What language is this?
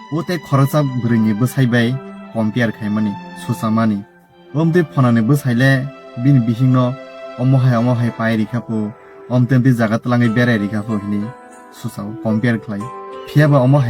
Kok Borok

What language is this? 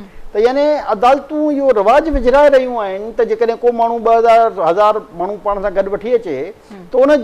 Sindhi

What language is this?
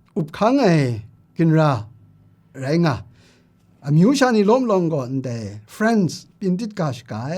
Kachin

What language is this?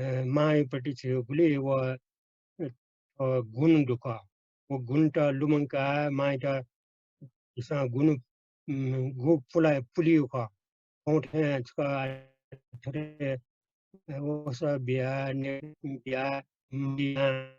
Newari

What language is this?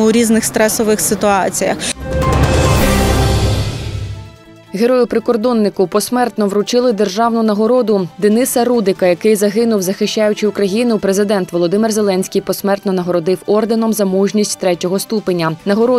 Ukrainian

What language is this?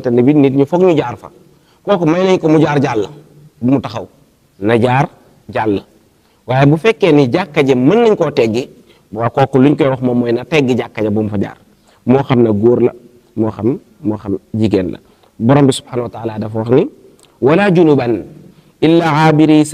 Wolof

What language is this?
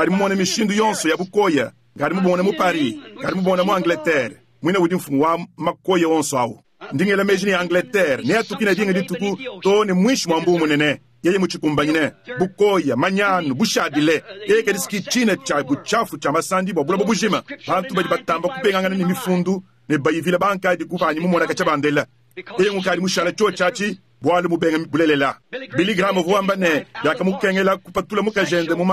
Luba-Lulua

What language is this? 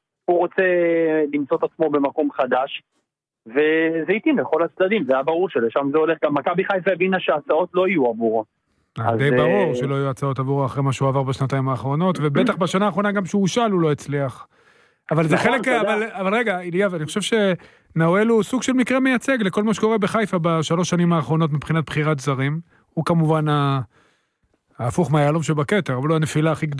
Hebrew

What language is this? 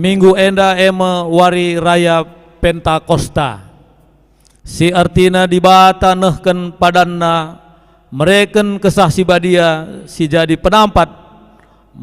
Batak Karo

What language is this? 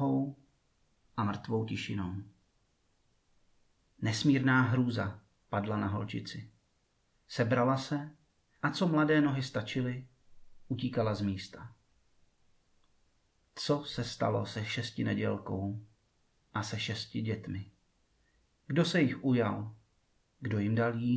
Czech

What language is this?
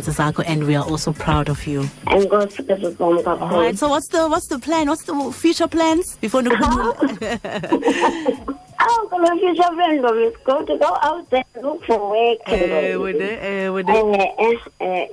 Xhosa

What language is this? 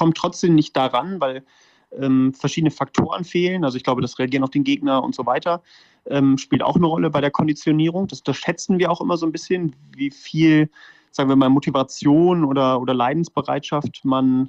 German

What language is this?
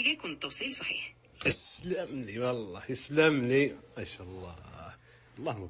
Najdi Arabic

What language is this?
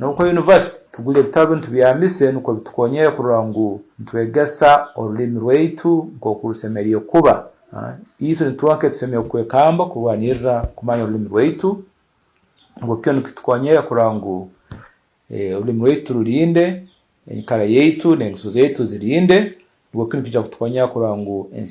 Tooro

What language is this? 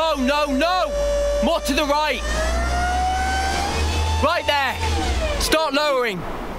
English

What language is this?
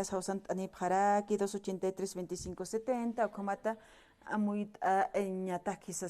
Aymara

